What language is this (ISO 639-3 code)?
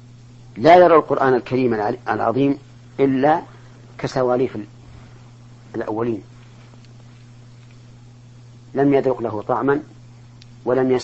ara